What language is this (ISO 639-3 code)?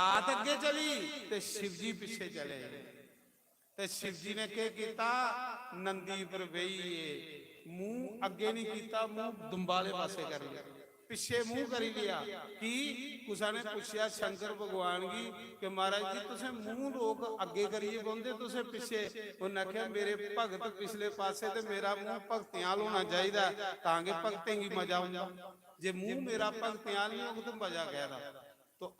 doi